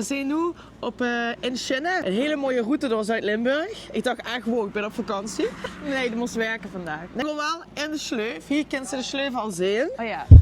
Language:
Limburgish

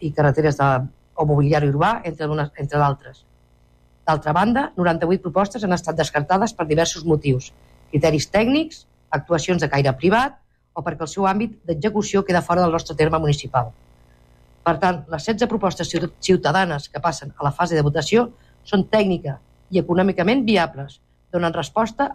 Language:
Catalan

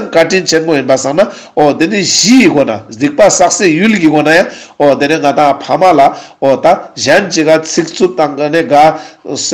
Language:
Ladakhi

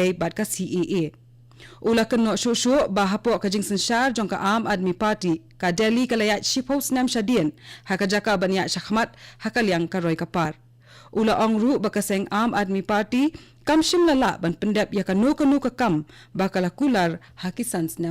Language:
Khasi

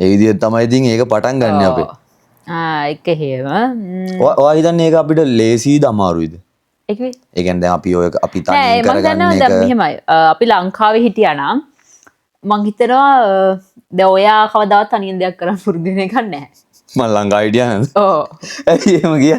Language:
Sinhala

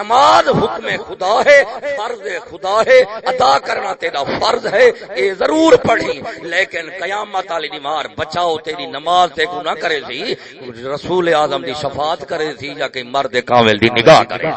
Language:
Saraiki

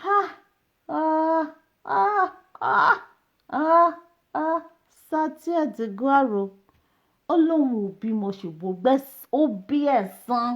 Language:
Yoruba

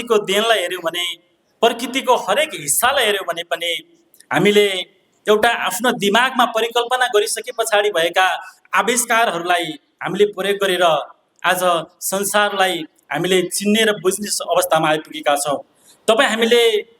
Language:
Nepali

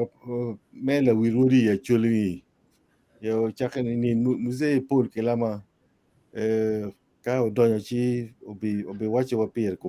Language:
Acoli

